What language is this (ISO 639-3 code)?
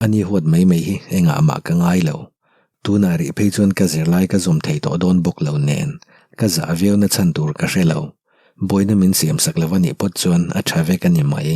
lus